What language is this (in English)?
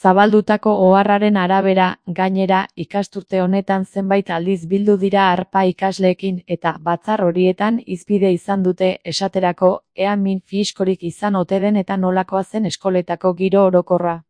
Basque